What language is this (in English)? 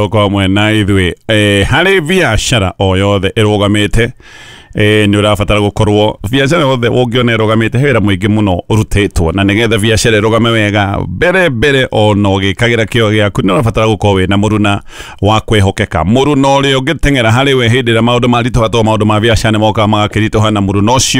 Kikuyu